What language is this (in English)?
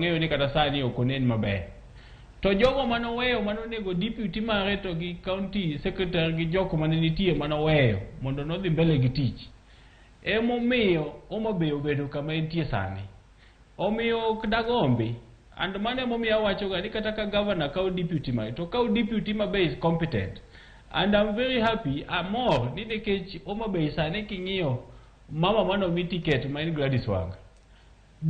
Luo (Kenya and Tanzania)